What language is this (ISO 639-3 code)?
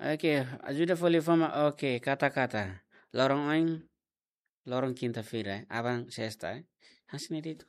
tet